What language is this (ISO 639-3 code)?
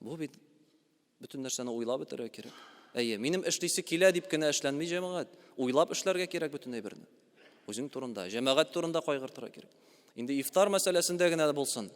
tat